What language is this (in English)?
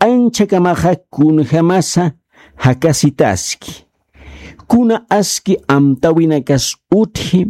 Aymara